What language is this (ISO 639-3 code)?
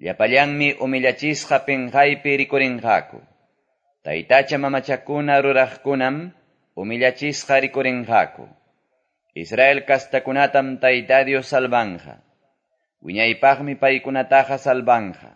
que